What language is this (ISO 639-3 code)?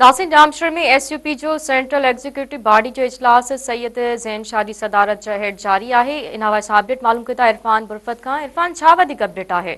snd